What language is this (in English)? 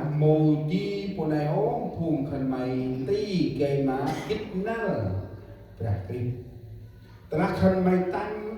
Central Mnong